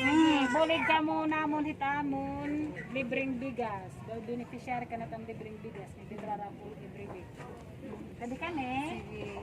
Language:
Waray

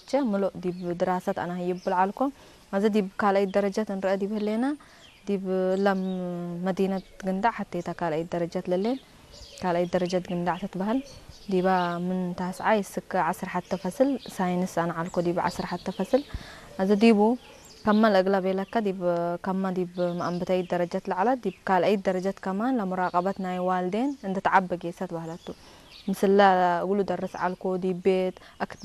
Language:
Tigre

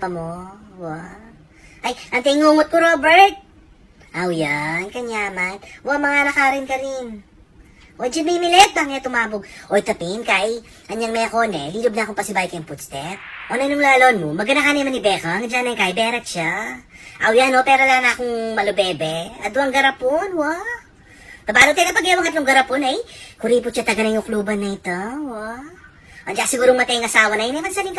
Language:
Pampanga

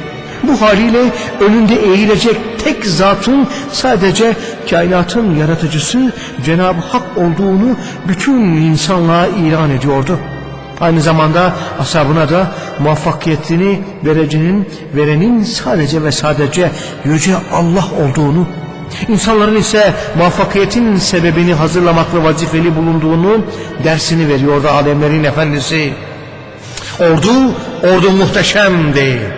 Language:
Turkish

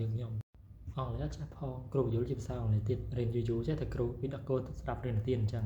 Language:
Khmer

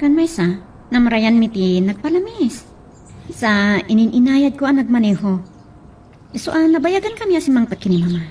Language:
Iloko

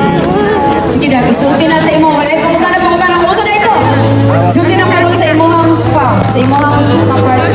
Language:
Cebuano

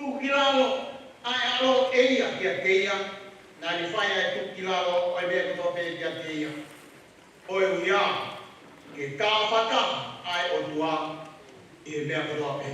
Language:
Tongan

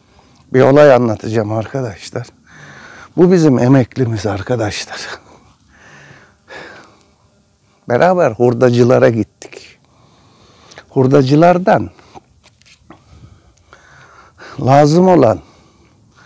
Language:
Turkish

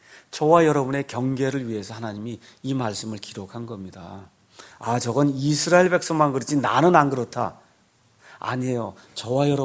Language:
Korean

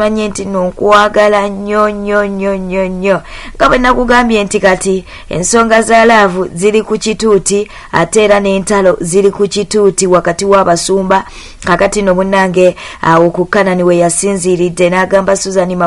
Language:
Ganda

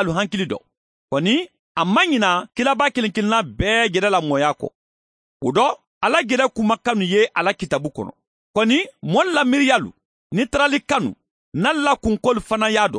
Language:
Mandingo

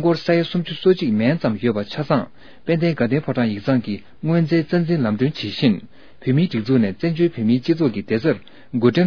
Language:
Tibetan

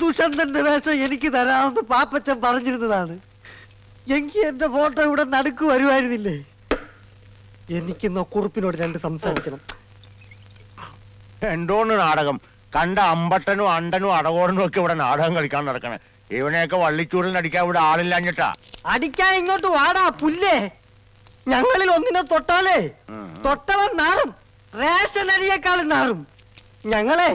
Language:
Malayalam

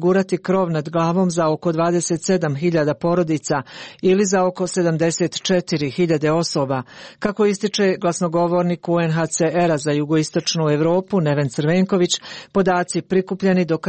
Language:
Croatian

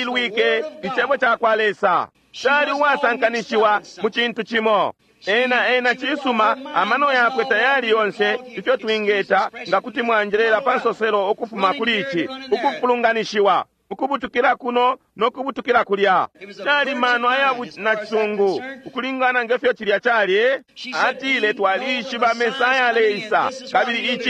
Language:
Bemba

